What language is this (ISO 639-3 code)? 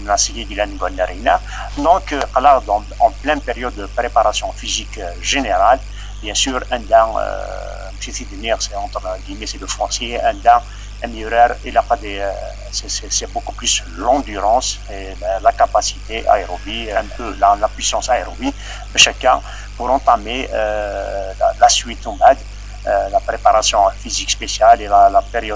kab